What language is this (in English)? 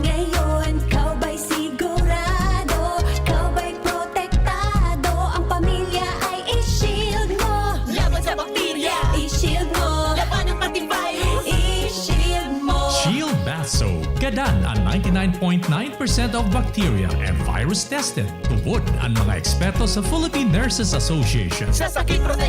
Bikol